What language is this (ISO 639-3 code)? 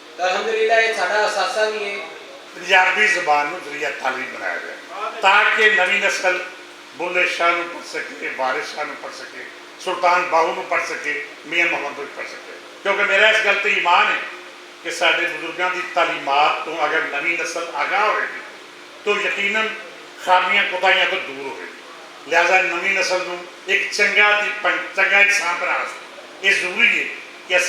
lah